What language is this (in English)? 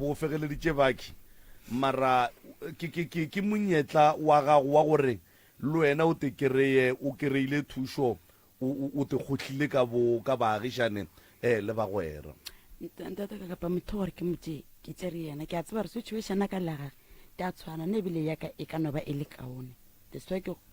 Northern Sotho